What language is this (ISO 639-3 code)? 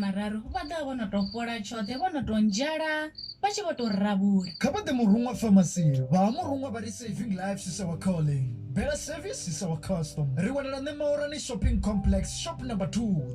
ven